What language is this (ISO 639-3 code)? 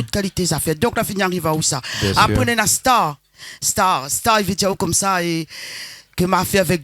rcf